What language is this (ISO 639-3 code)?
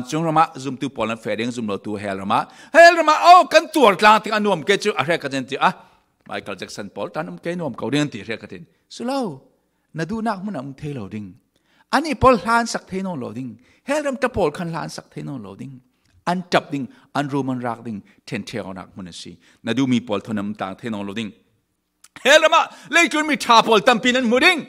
cfm